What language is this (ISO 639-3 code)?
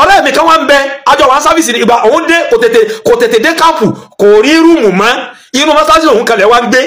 yor